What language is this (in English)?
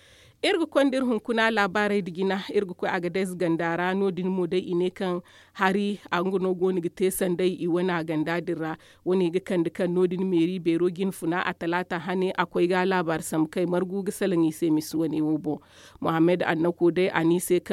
Zarma